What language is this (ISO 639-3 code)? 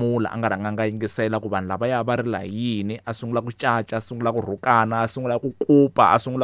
tso